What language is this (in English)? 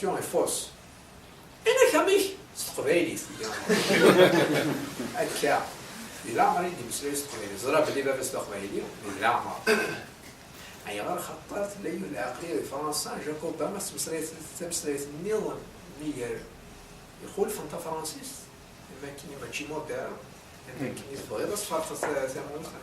Kabyle